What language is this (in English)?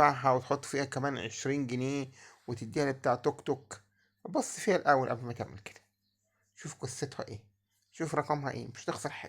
Egyptian Arabic